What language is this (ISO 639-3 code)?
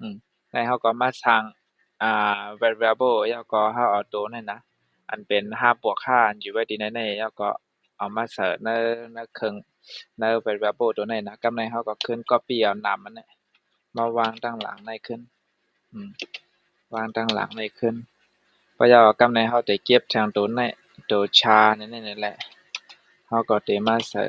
shn